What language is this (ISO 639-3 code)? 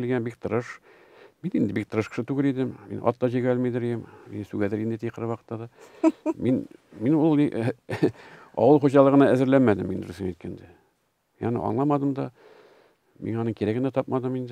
tat